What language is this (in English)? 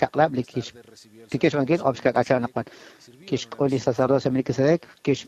Kekchí